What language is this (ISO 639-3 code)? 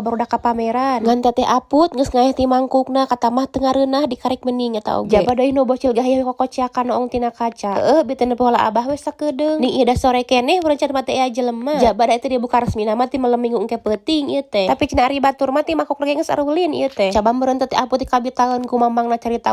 sun